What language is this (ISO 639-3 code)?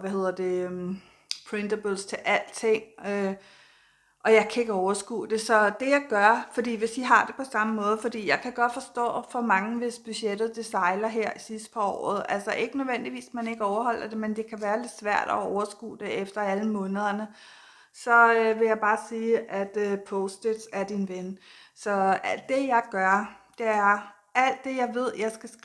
dan